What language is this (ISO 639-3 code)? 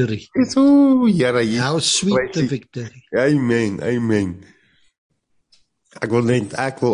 afr